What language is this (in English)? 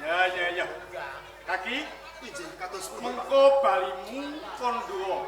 Javanese